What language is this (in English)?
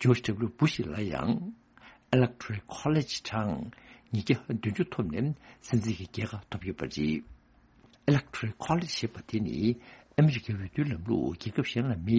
Tibetan